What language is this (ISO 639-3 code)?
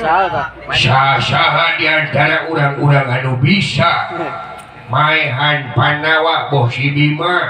sun